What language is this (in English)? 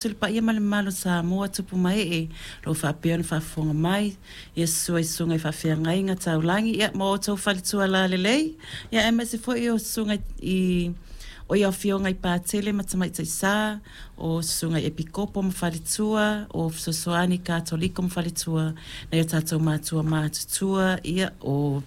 Samoan